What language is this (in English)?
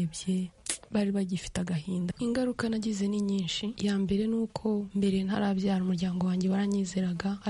Kinyarwanda